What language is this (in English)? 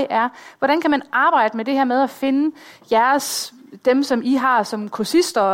Danish